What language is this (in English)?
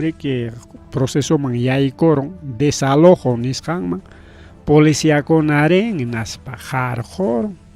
Ayacucho Quechua